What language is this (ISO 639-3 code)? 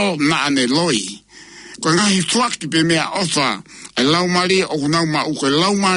ton